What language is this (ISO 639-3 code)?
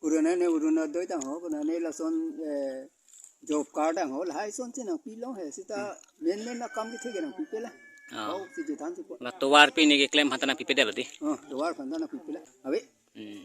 mjw